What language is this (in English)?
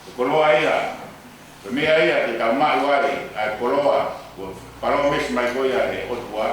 Tongan